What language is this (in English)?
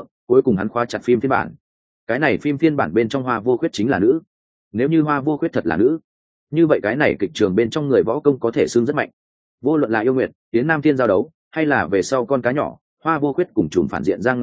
Vietnamese